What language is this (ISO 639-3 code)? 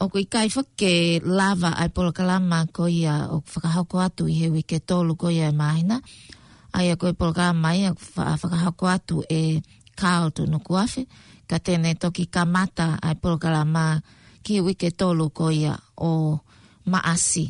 ton